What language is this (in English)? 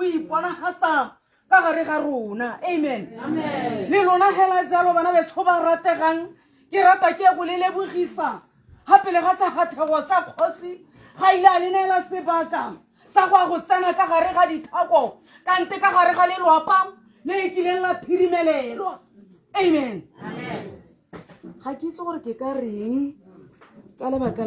Tswana